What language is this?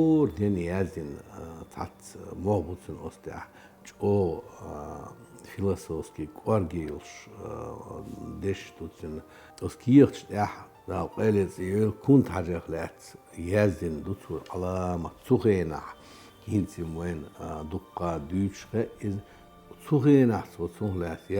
Chechen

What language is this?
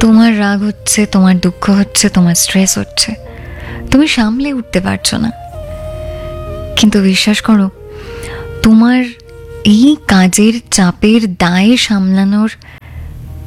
Bangla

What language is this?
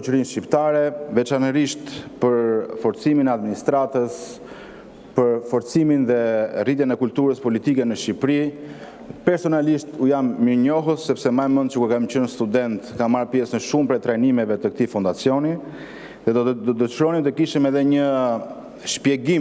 Albanian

